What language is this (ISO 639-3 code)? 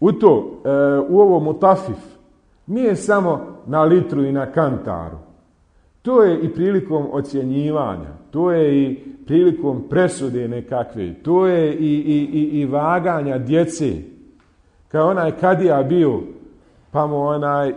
bos